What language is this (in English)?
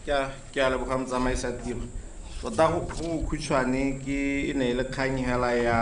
Tswana